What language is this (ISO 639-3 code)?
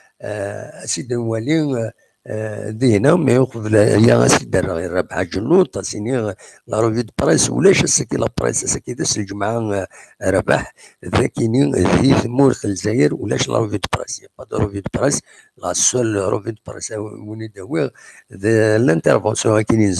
kab